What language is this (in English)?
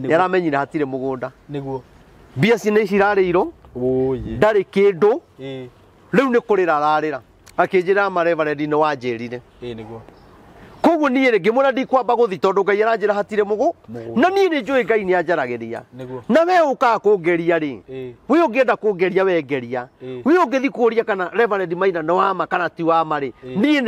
Kikuyu